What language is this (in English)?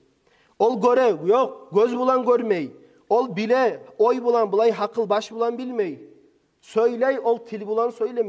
Kumyk